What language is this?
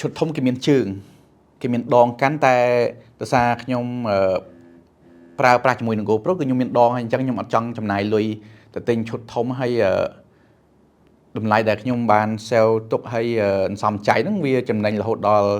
Khmer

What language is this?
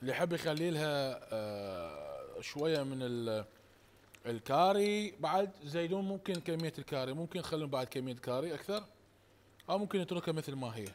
Mesopotamian Arabic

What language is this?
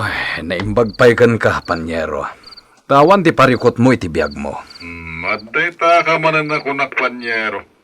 Iloko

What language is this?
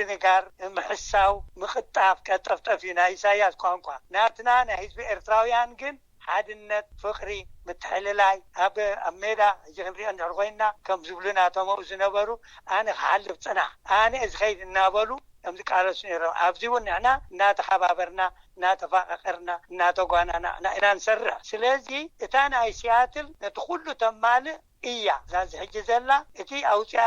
Tigrinya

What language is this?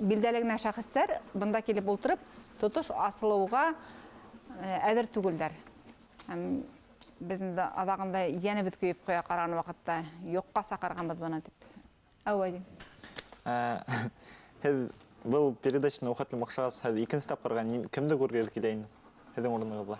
Bashkir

